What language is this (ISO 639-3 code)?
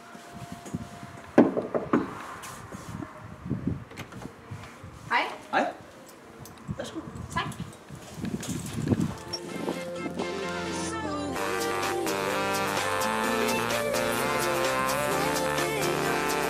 dan